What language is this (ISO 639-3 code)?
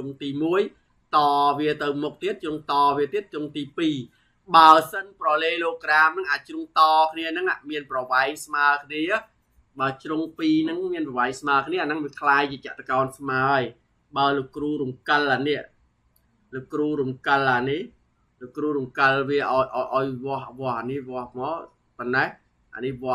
khm